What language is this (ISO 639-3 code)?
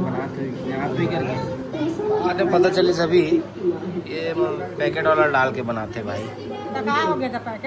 hne